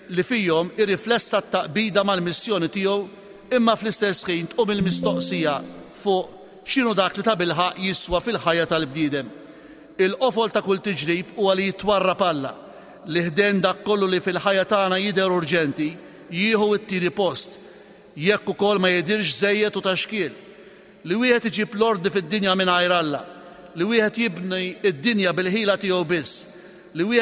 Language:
Maltese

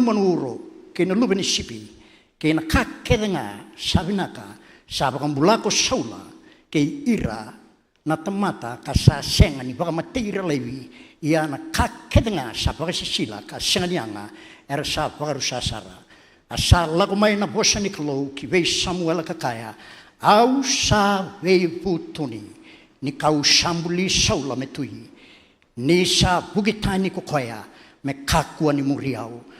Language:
Fijian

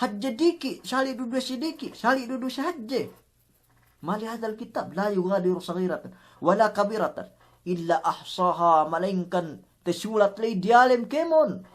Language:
Yakan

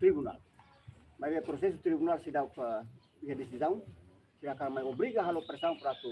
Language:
Tetum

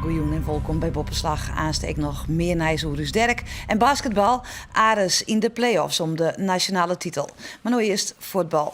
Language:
Western Frisian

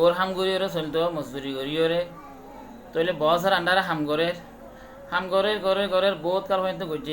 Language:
Rohingya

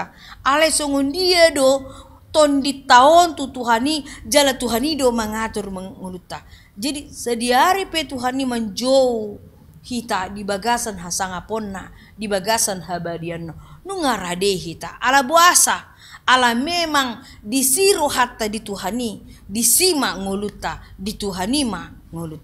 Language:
Batak Toba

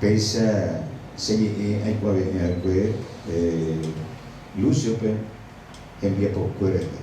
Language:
Guarani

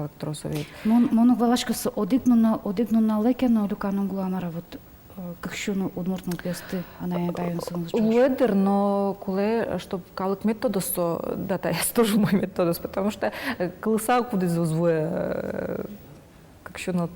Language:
Udmurt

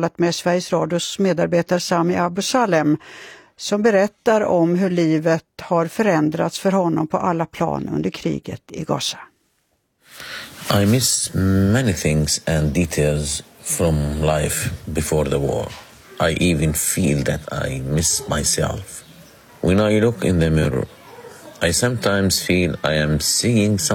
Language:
Swedish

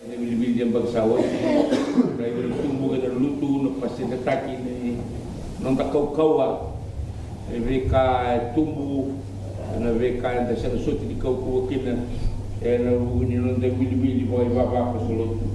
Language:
Fijian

